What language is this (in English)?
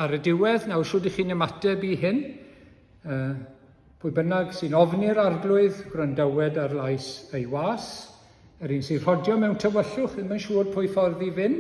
Welsh